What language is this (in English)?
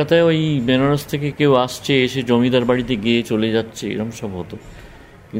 Bangla